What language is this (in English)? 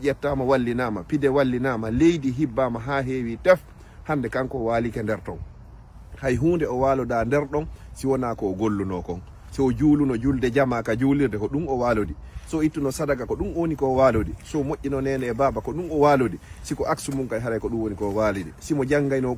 Fula